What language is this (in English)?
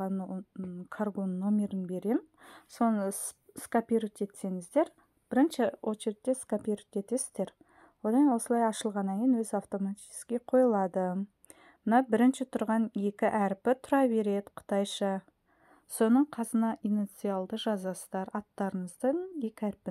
Kazakh